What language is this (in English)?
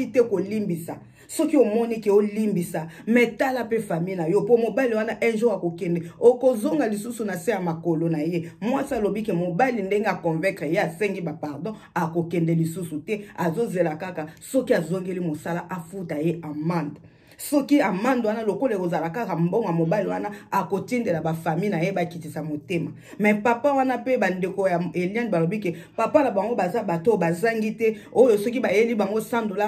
Lingala